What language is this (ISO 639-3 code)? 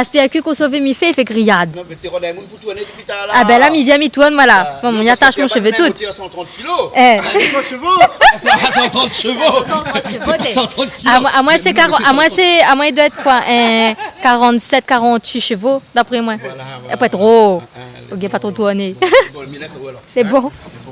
rcf